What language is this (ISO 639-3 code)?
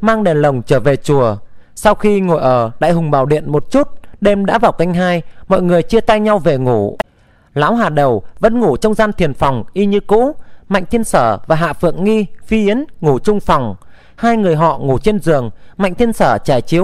vie